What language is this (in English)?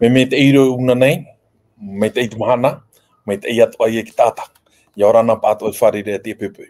Tahitian